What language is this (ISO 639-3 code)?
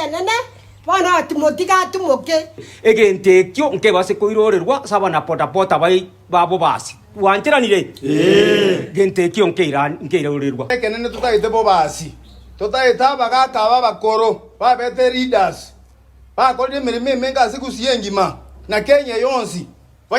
guz